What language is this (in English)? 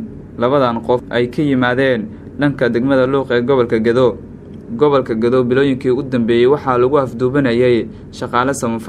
Somali